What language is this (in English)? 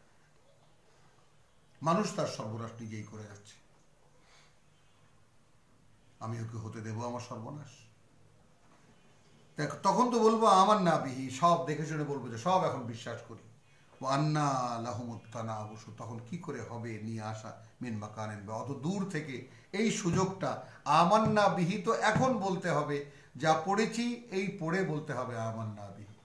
Bangla